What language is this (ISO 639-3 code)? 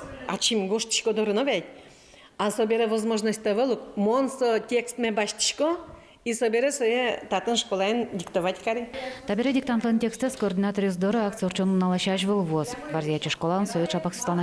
udm